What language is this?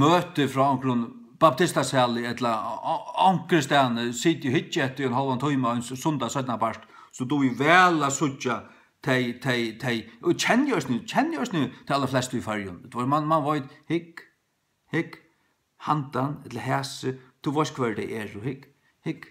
Faroese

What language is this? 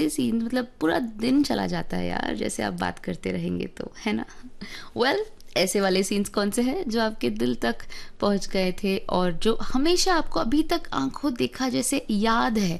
Hindi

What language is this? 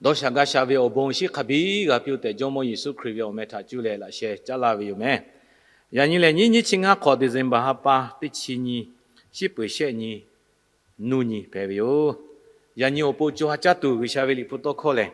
Lahu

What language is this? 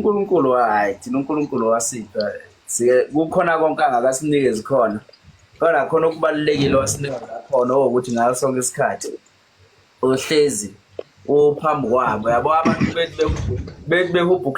Zulu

